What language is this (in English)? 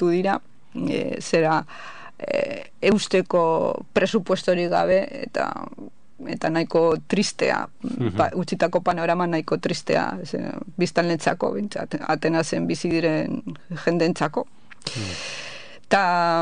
Basque